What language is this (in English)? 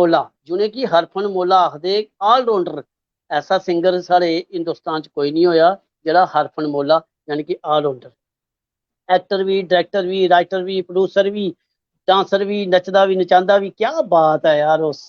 Dogri